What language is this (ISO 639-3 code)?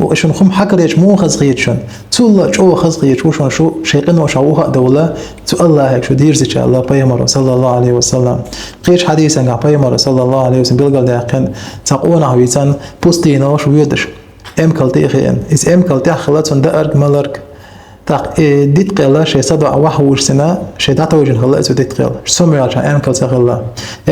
che